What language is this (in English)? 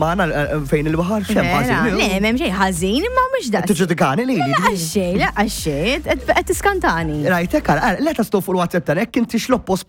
Maltese